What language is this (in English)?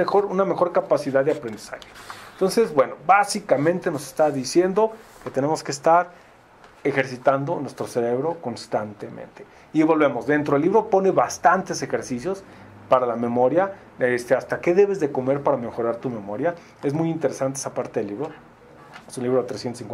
Spanish